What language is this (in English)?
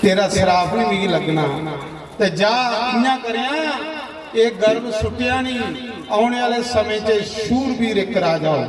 Dogri